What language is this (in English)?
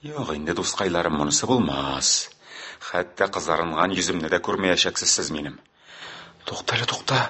Tatar